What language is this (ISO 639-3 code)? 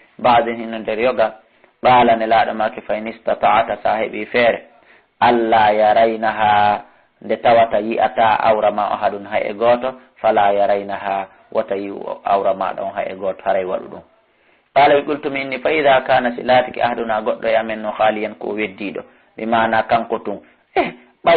ful